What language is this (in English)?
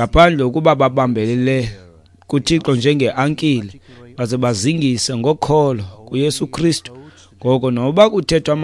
Xhosa